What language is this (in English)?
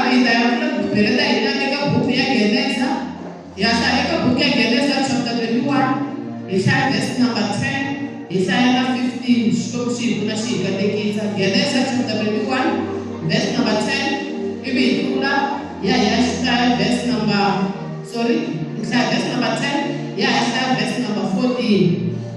Tsonga